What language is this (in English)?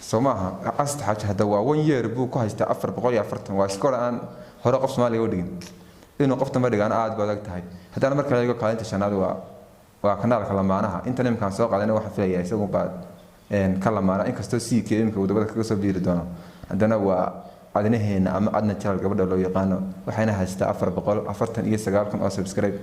Somali